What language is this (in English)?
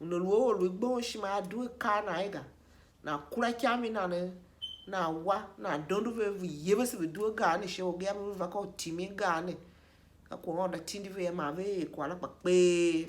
Tiv